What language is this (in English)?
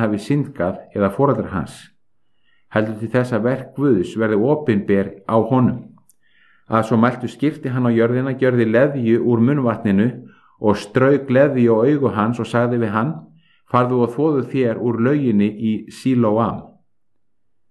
Icelandic